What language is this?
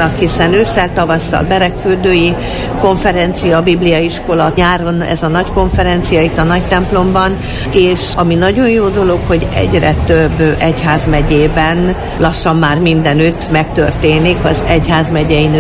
Hungarian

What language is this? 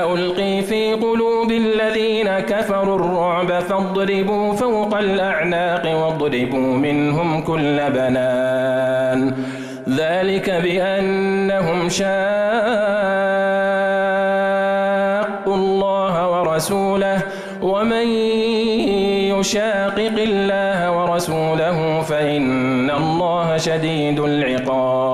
Arabic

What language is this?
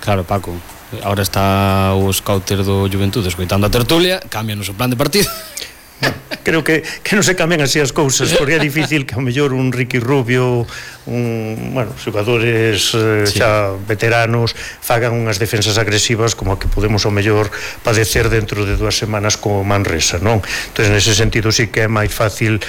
Galician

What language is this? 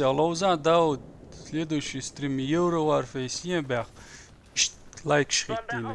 Chechen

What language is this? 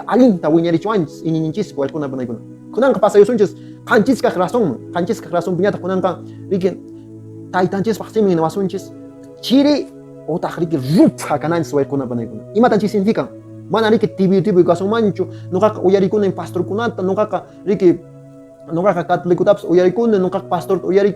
Quechua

